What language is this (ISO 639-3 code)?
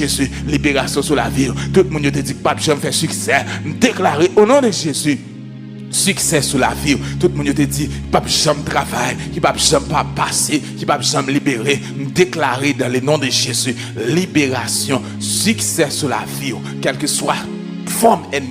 hat